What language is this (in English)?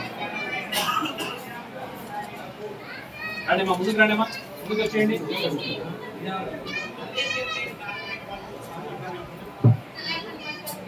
Telugu